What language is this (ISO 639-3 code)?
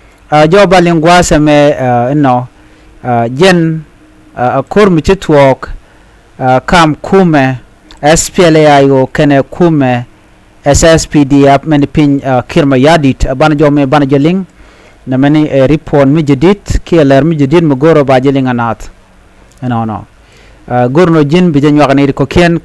nus